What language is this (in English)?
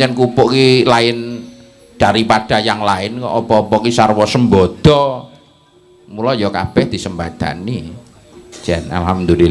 Javanese